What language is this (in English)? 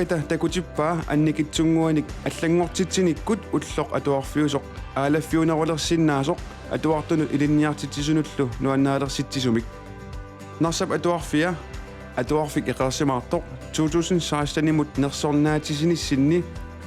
Kalaallisut